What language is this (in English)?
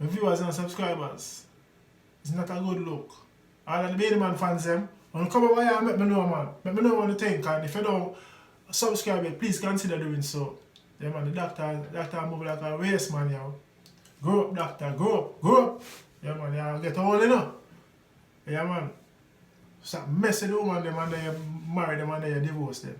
Jamaican Creole English